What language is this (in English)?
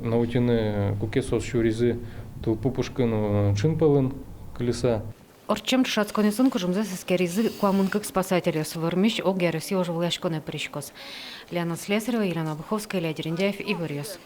Udmurt